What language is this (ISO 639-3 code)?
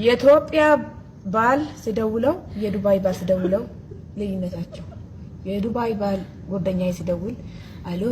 amh